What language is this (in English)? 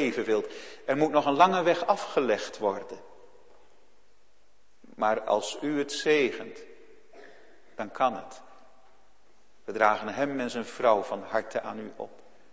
Dutch